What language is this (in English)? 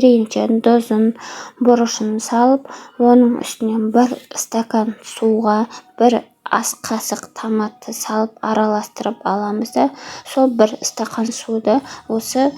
Kazakh